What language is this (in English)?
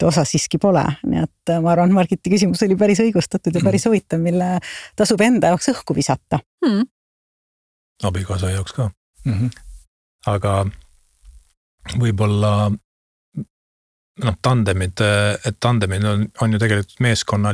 Estonian